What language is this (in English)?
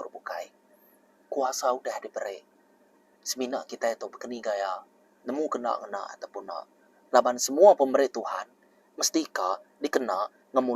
Iban